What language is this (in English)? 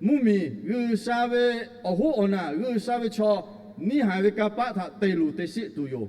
Lahu